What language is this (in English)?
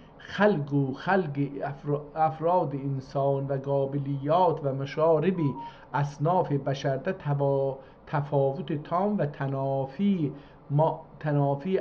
South Azerbaijani